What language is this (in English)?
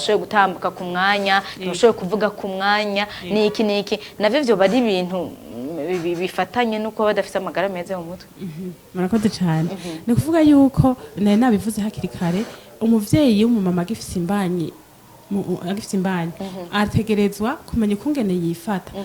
Rundi